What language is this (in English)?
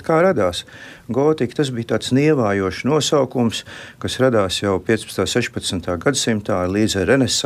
Latvian